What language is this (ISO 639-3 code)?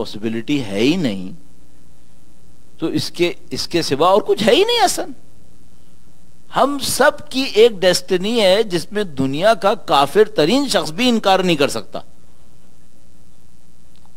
urd